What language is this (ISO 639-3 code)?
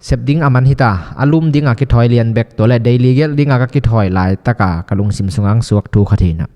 ctd